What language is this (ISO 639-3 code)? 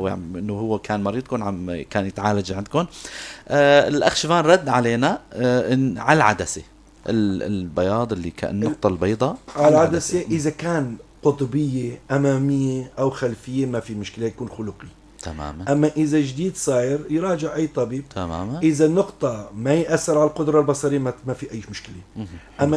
apc